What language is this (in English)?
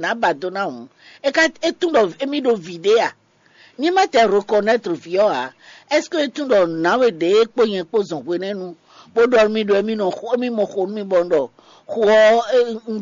Fon